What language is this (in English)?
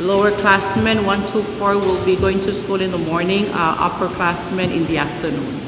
Pohnpeian